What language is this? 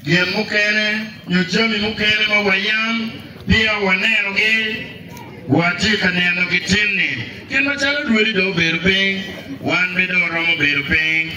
Acoli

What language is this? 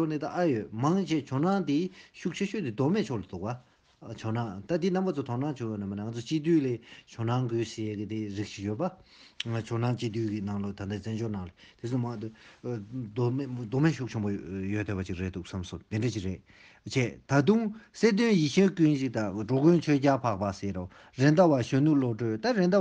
Tibetan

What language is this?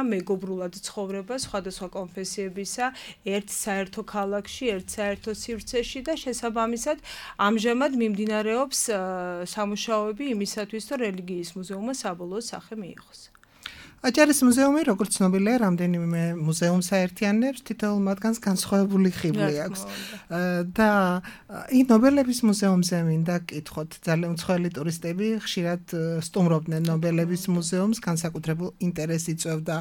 Georgian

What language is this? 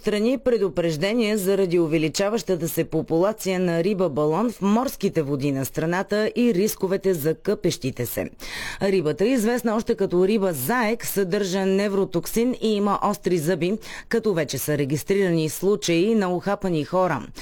Bulgarian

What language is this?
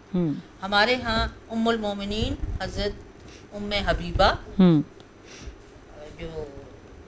Urdu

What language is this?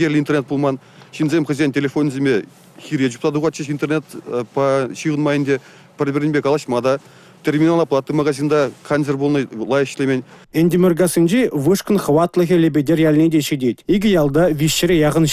Chuvash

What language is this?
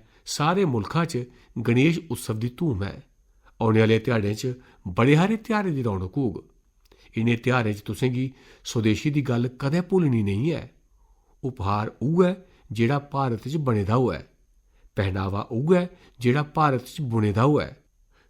Dogri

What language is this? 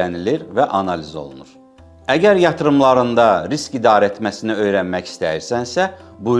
Azerbaijani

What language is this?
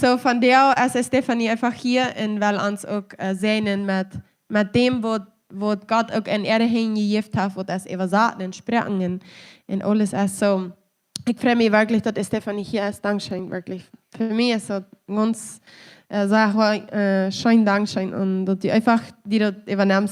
Plautdietsch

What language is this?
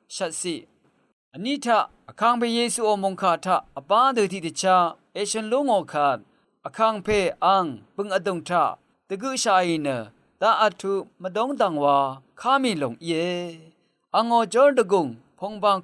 Rawang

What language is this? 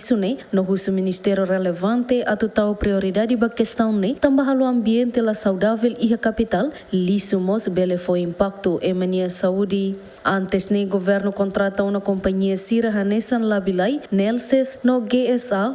Tetum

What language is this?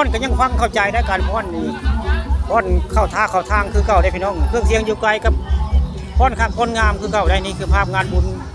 Northeastern Thai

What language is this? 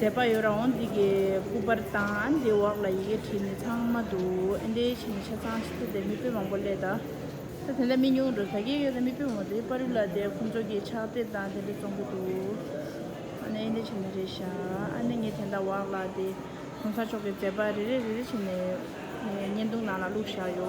Tibetan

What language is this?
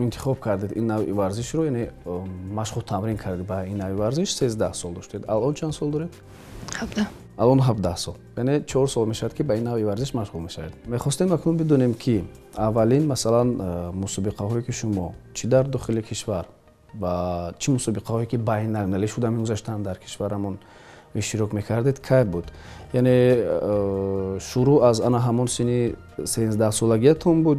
Tajik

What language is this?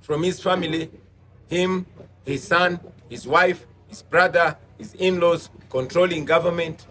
Ganda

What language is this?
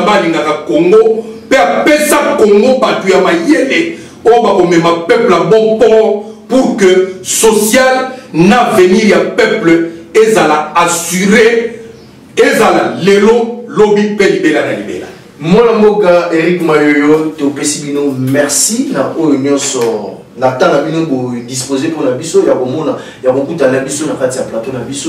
Lingala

